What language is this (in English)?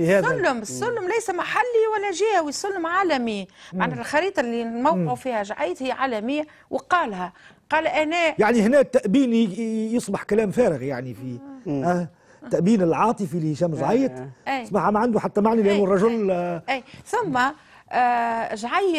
Tunisian Arabic